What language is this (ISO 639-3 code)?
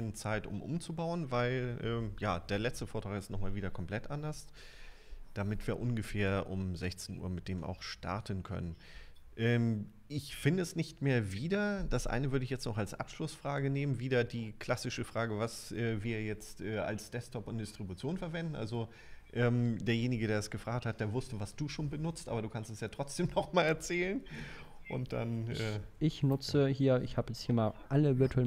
deu